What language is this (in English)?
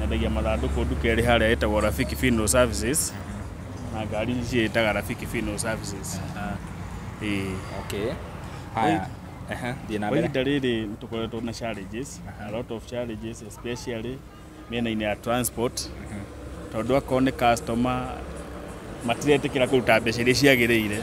Kikuyu